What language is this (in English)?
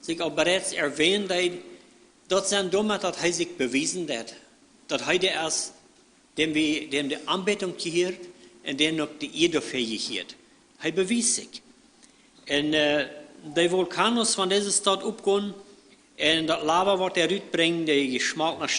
Plautdietsch